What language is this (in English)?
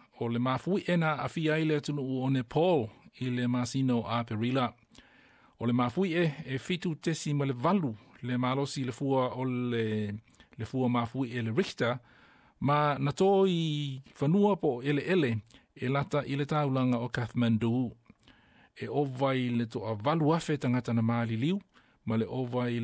Samoan